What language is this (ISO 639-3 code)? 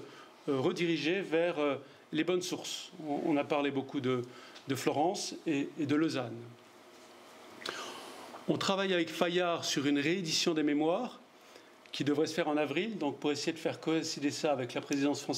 fra